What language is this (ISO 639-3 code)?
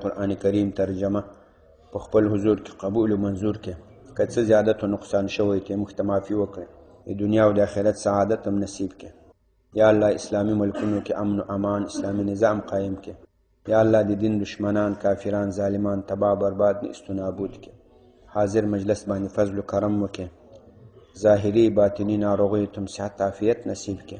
pus